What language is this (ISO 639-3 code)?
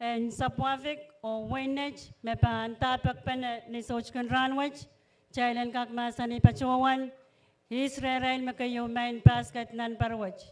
pon